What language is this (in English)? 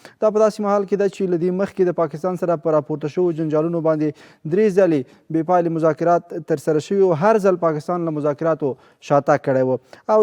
Pashto